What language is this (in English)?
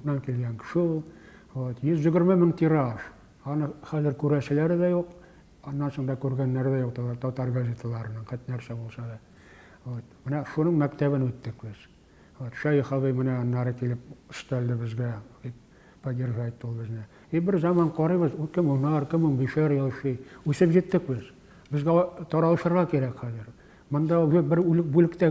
Tatar